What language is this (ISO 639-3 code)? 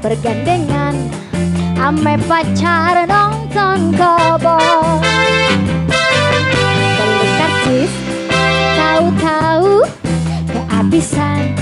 bew